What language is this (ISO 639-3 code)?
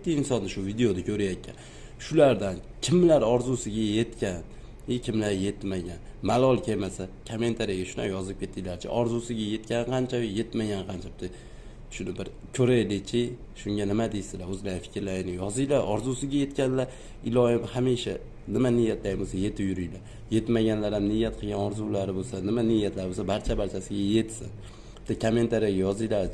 uzb